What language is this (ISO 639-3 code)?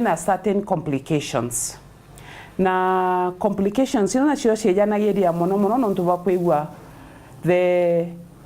mer